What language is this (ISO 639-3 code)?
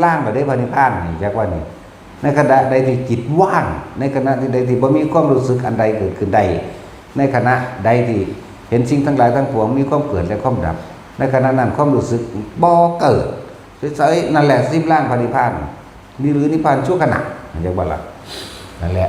tts